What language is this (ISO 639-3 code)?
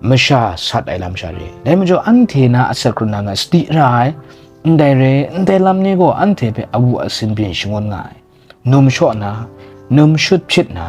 kac